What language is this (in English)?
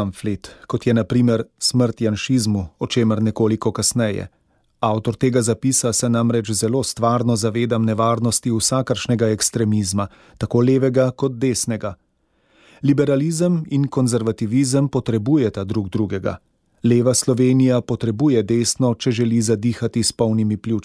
Slovenian